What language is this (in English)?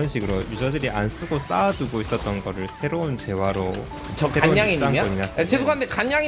Korean